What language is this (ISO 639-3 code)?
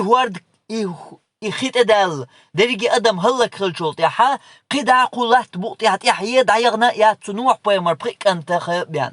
che